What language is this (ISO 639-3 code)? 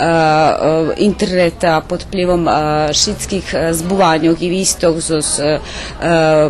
rue